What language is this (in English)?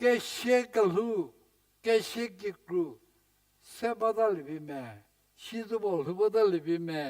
Angami Naga